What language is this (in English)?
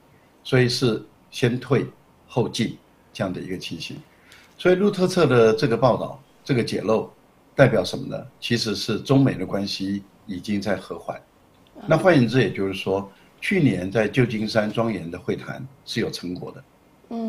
Chinese